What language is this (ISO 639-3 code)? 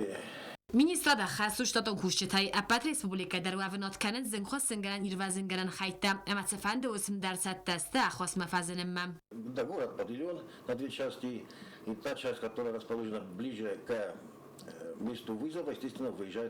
oss